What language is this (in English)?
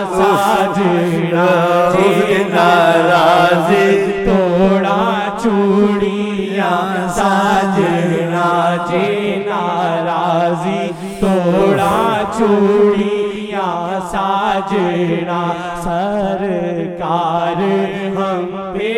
Urdu